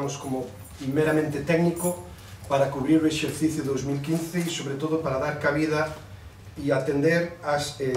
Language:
Galician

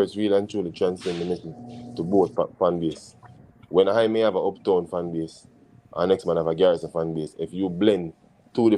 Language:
Jamaican Creole English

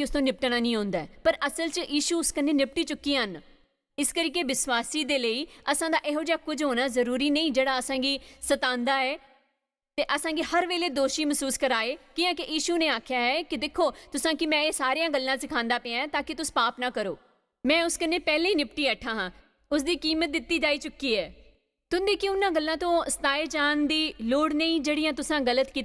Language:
Dogri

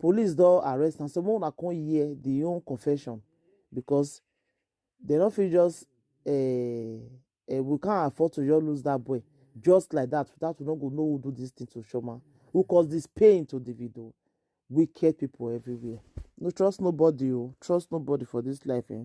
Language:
Nigerian Pidgin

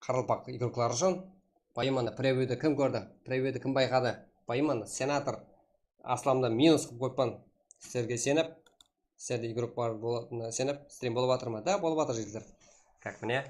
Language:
Kara-Kalpak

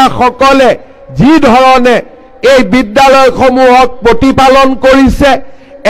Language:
Assamese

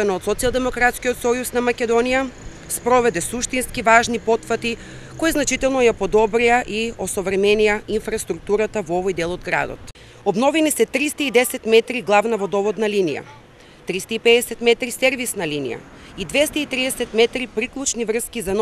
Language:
Macedonian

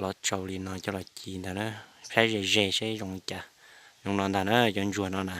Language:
Hmong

